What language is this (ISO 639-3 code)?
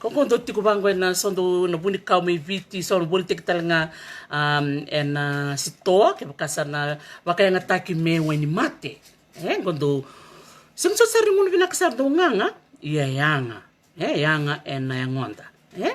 fij